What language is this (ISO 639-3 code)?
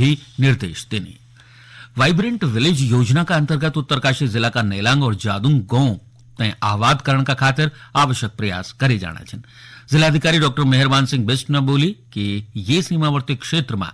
gbm